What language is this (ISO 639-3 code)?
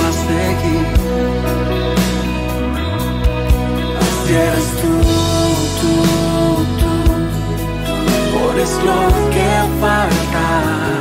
spa